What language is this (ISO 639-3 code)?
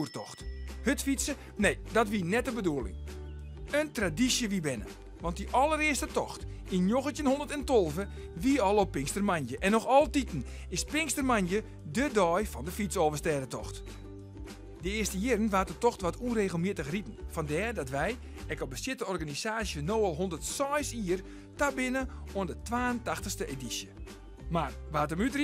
fry